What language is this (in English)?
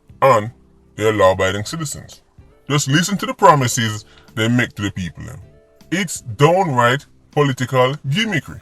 Jamaican Creole English